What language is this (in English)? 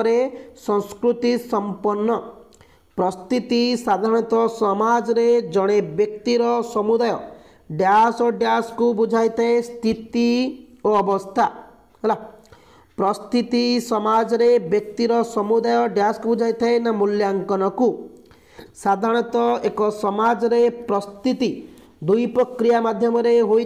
Odia